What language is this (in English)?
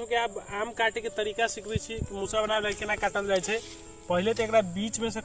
Maithili